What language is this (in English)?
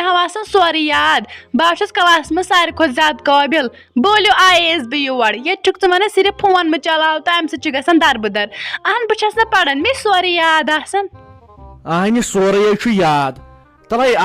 Kashmiri